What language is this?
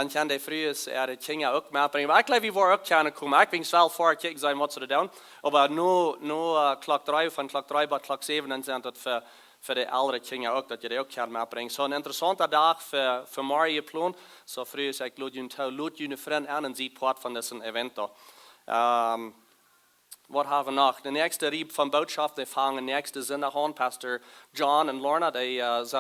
Plautdietsch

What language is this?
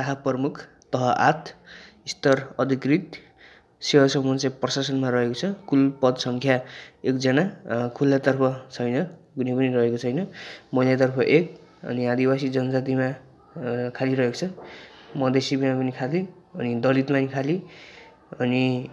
Nepali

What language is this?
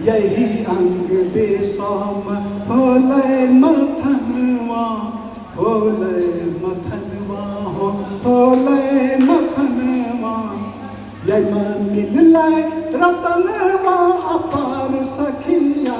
Angika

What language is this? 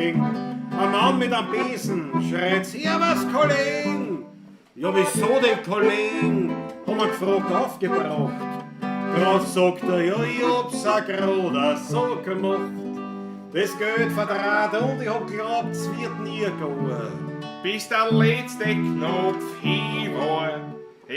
Bavarian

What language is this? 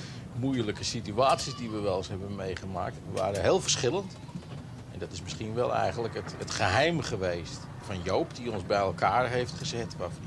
Dutch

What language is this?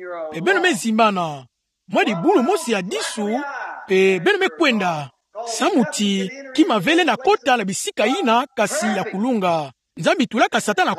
Kituba (Democratic Republic of Congo)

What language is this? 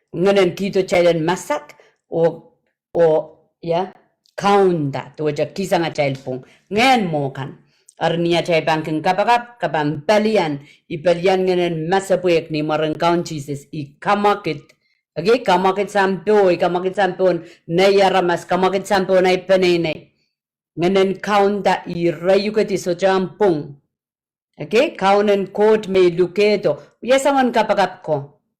Pohnpeian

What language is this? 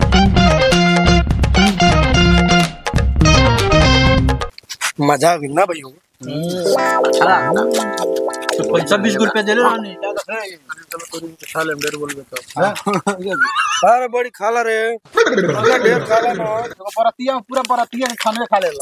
Bhojpuri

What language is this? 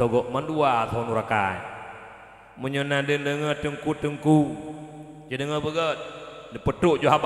Achinese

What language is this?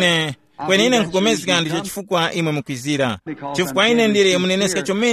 Tumbuka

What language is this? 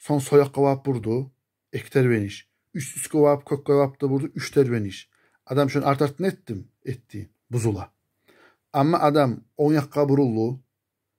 Kumyk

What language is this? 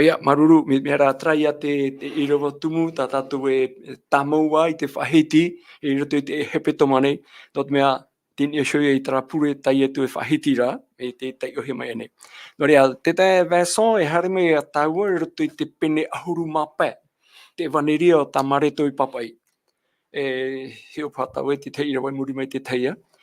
Tahitian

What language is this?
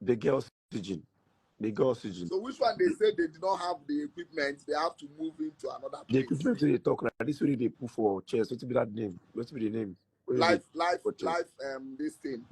Nigerian Pidgin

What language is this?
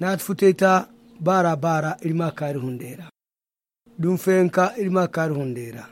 Zarma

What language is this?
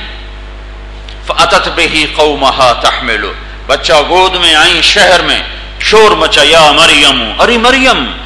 Urdu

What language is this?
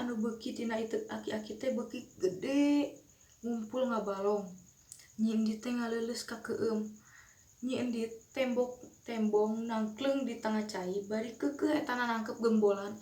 Sundanese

